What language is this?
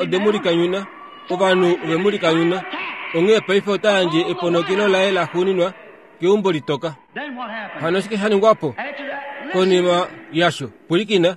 Kuanyama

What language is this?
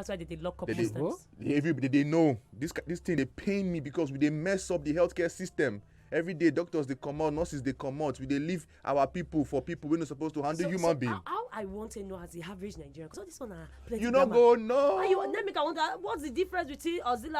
Nigerian Pidgin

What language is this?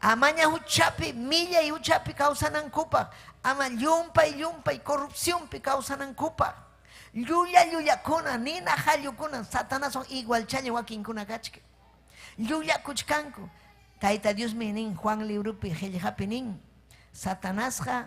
Ayacucho Quechua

